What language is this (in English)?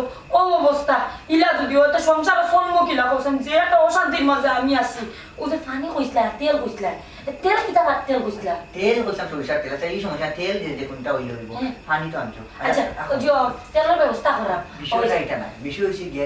Sylheti